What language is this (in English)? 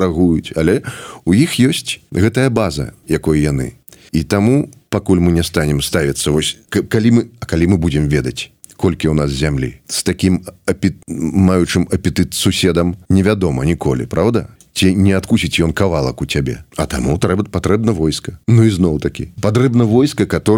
Belarusian